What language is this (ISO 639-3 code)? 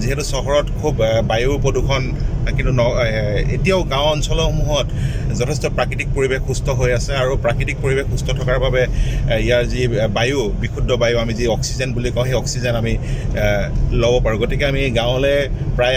asm